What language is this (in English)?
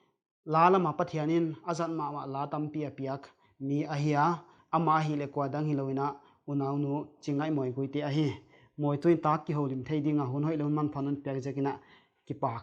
Paite Chin